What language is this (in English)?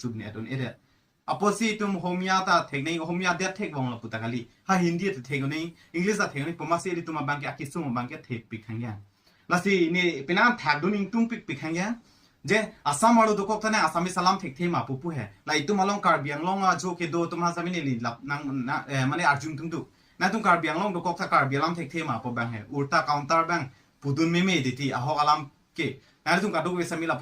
Karbi